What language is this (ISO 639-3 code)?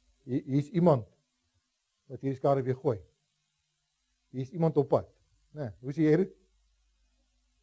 afr